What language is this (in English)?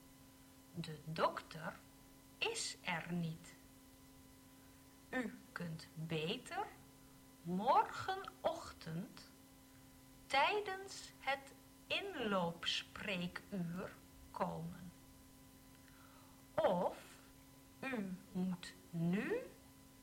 Dutch